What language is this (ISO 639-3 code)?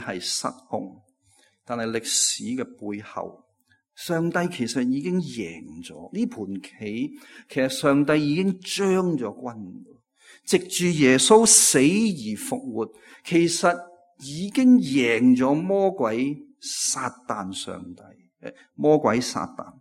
yue